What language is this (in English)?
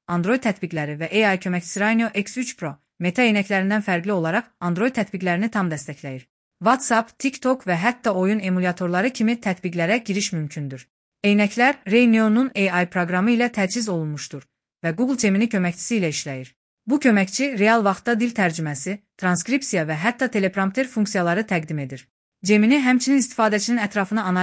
Azerbaijani